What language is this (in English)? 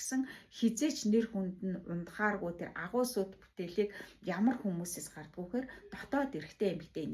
Mongolian